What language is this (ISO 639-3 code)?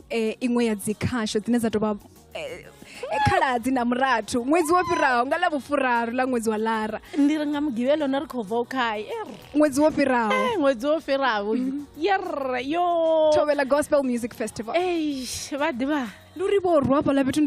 ven